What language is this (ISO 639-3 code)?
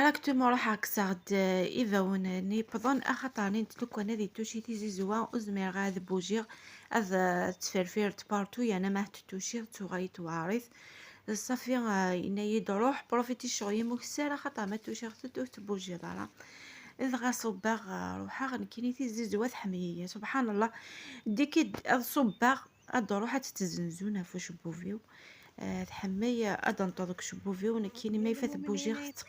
kab